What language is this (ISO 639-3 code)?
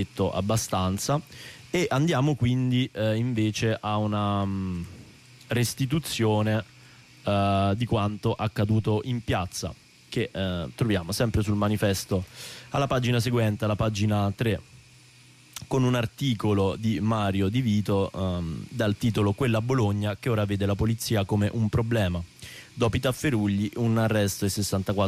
ita